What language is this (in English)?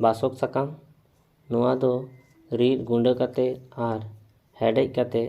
Santali